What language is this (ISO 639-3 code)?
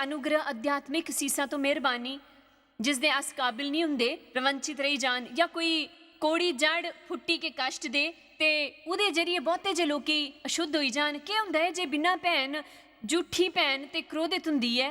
doi